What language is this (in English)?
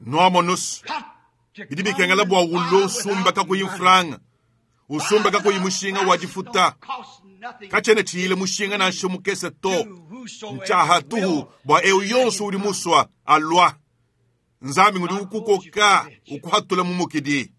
Luba-Lulua